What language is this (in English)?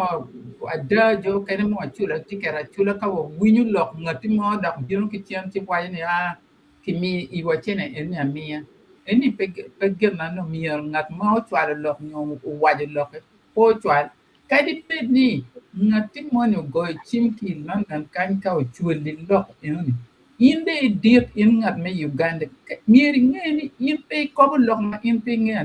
Acoli